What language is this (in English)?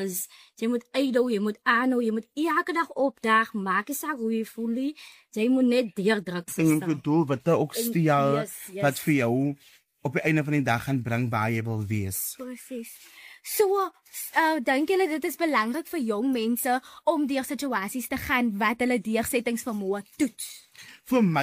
Afrikaans